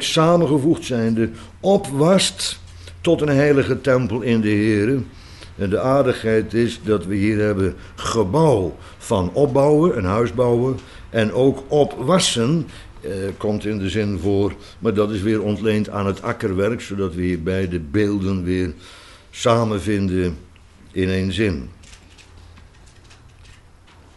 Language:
Dutch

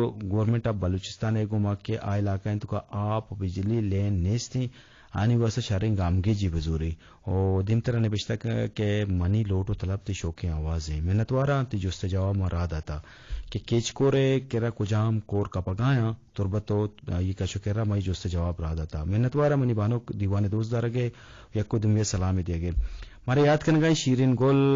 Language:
Eastern Balochi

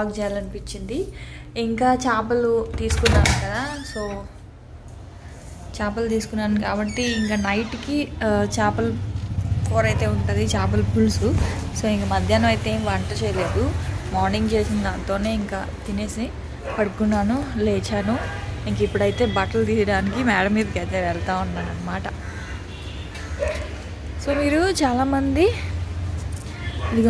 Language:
Telugu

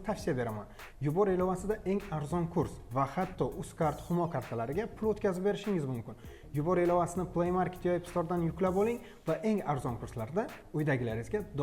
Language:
Uzbek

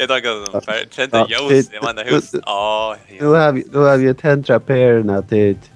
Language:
Faroese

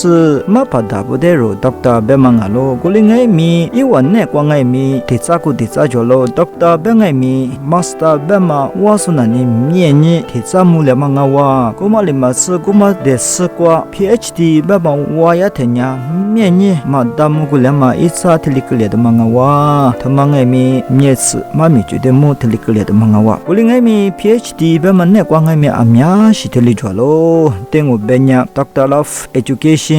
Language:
Lisu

